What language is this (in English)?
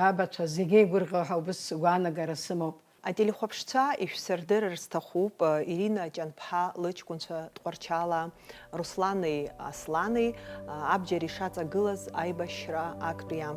Abkhazian